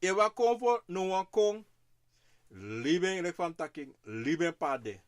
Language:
Sranan Tongo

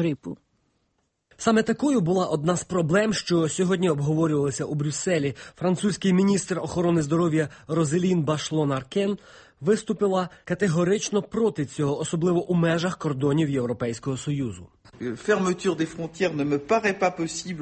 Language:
Ukrainian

